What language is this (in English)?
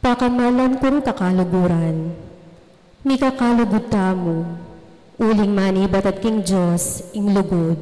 Pampanga